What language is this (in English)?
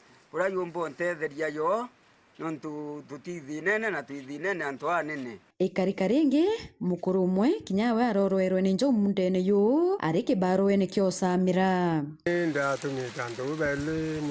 Meru